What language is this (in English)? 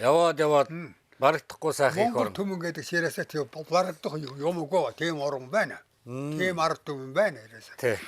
Mongolian